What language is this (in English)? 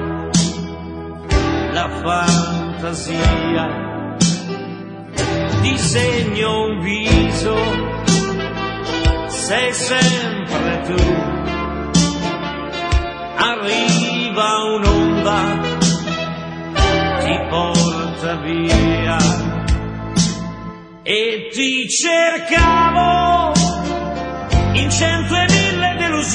Italian